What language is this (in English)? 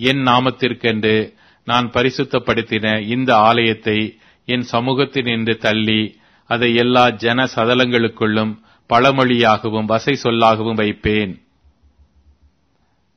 Tamil